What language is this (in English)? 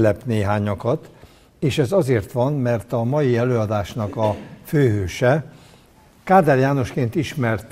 Hungarian